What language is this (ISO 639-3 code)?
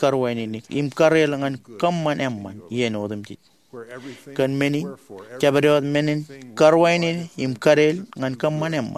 mah